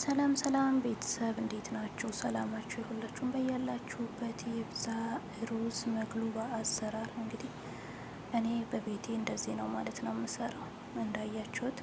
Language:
Amharic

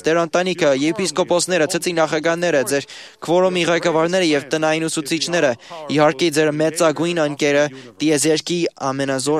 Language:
Armenian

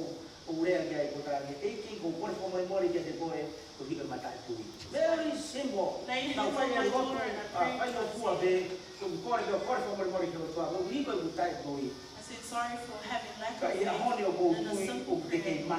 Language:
Tongan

